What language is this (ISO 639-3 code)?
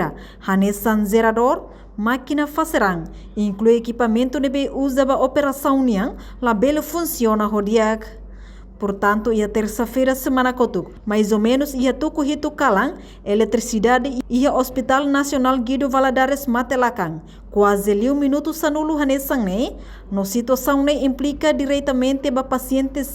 tet